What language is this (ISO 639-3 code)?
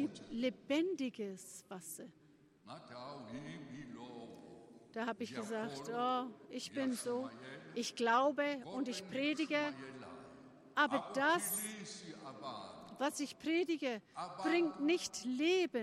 deu